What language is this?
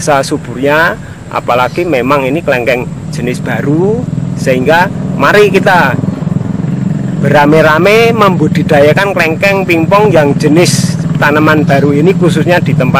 Indonesian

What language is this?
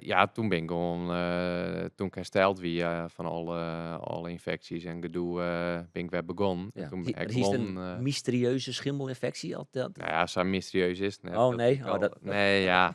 Western Frisian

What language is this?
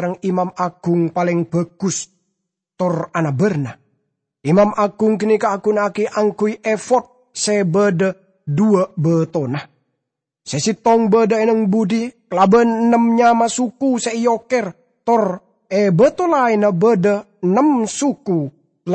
Madurese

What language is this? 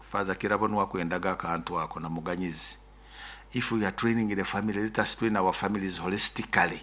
Nyoro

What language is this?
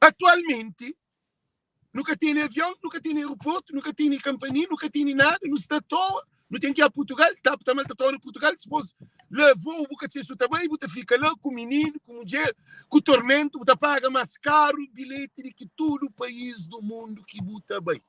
Kabuverdianu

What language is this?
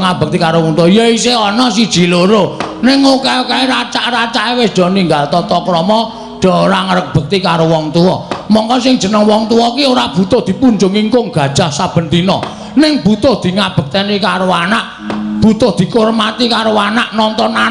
Javanese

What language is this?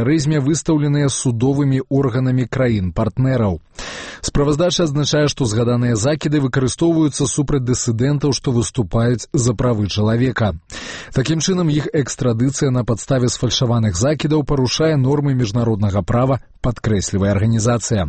Belarusian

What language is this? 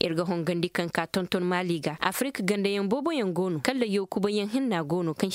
Koyraboro Senni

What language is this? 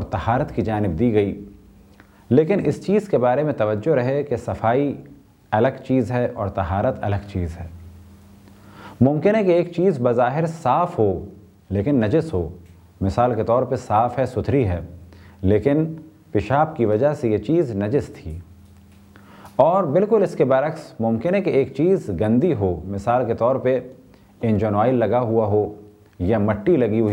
Urdu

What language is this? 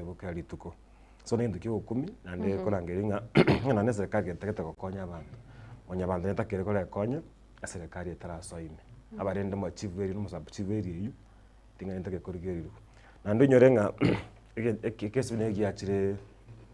Gusii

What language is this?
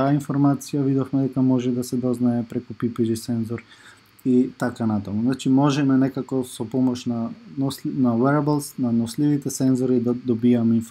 Macedonian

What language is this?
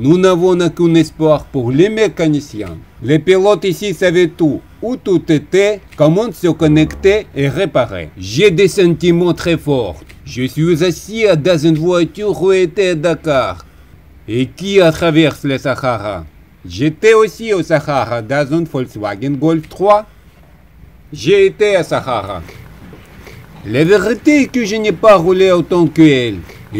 French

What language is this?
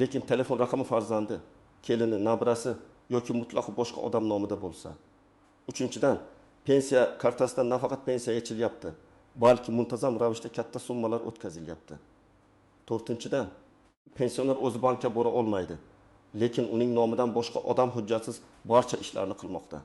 Uzbek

